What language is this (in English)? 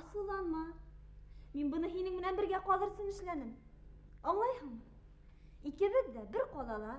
Bashkir